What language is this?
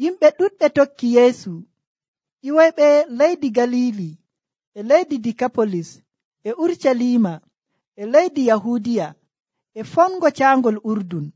Nigerian Fulfulde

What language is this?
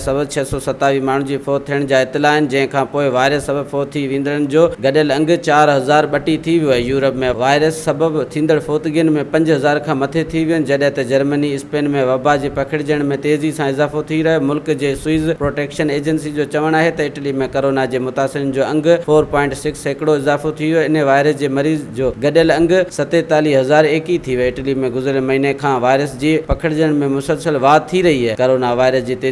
Sindhi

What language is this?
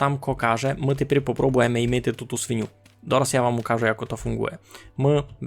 Rusyn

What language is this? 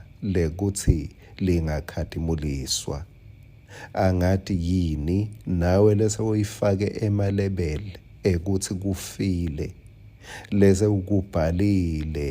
Swati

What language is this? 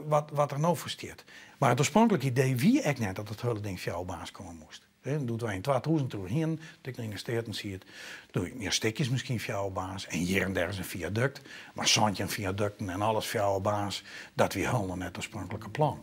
Western Frisian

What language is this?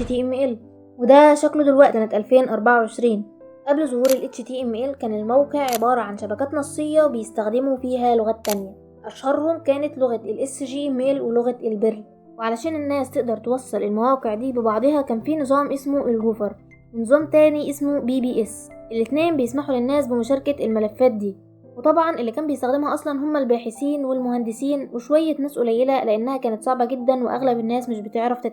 Egyptian Arabic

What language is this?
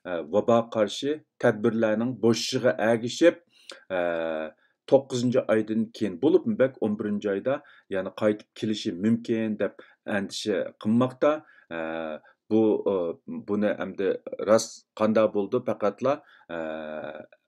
Uyghur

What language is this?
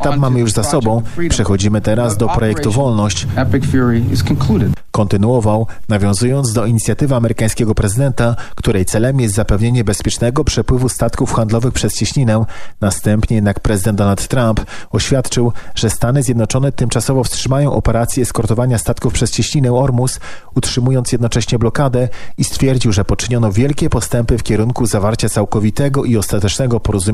Polish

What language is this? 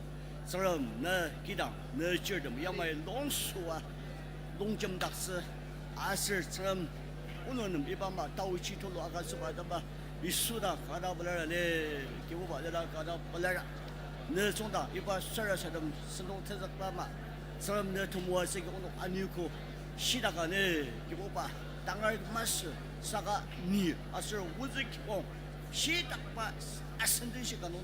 Ao Naga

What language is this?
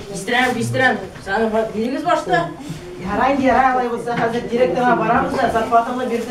Tatar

